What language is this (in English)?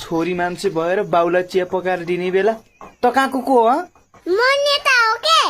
Nepali